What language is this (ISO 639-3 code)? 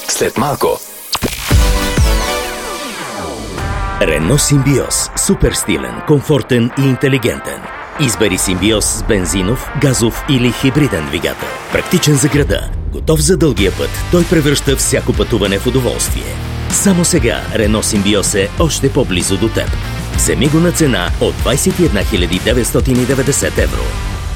bul